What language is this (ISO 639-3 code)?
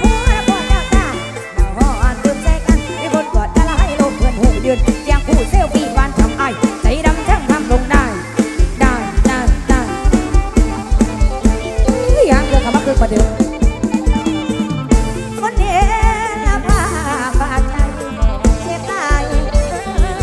tha